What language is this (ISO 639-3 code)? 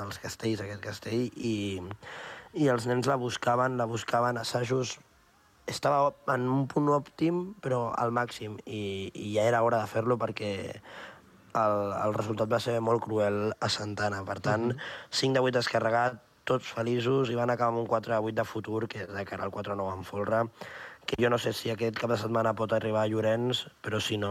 cat